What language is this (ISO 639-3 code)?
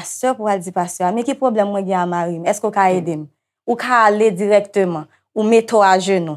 hat